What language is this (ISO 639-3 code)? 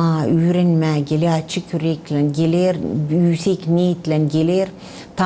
gag